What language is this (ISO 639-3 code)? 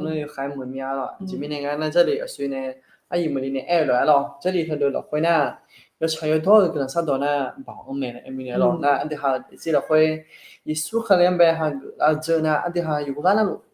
ahk